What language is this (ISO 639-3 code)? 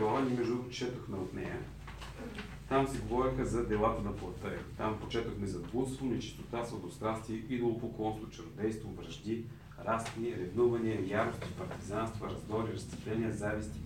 bul